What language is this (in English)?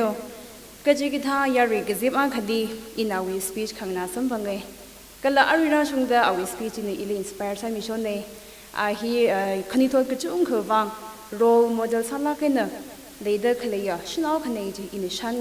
Tangkhul Naga (India)